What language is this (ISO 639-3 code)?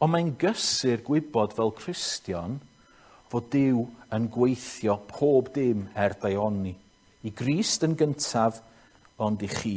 cym